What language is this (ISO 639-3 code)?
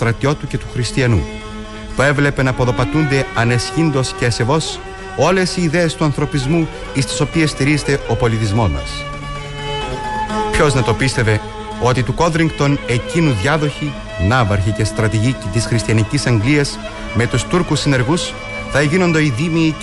ell